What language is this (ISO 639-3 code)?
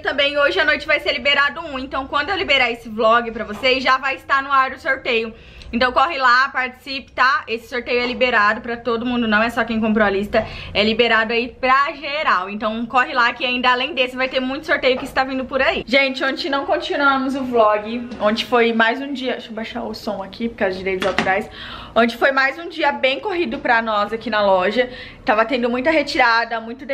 por